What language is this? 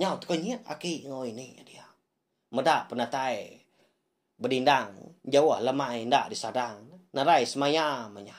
Iban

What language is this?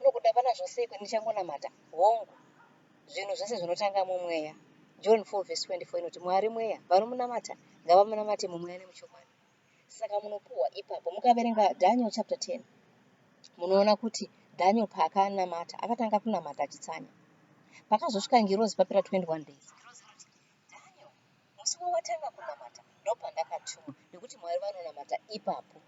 Shona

